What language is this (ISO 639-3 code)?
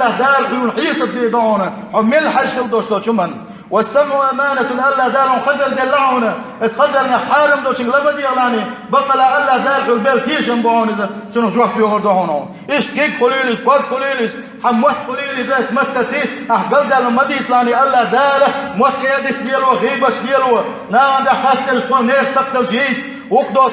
che